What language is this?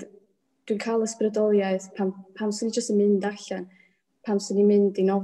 Welsh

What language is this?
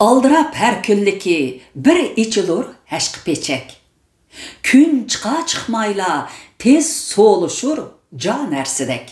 Uyghur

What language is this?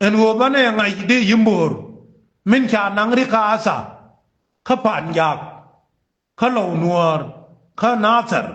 Nuer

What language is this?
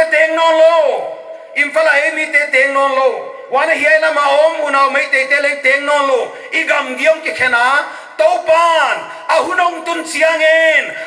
Paite Chin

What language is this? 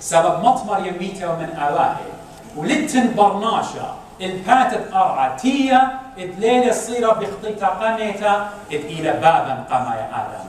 Assyrian Neo-Aramaic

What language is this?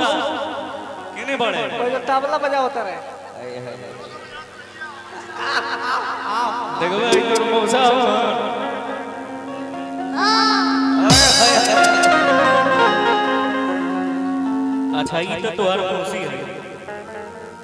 Bhojpuri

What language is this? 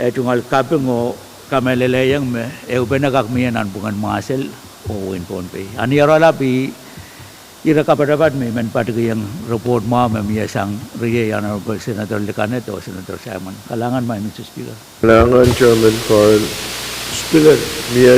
Pohnpeian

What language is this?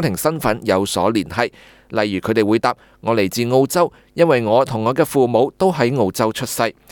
Cantonese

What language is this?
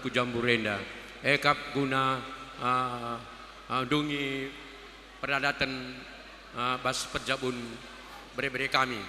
Batak Karo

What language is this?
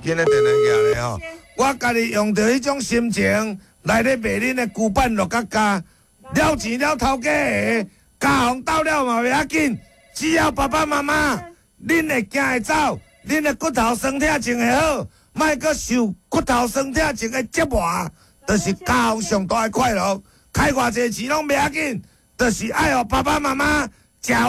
Min Nan Chinese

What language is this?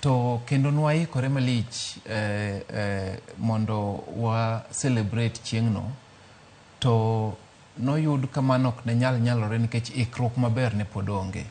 Luo (Kenya and Tanzania)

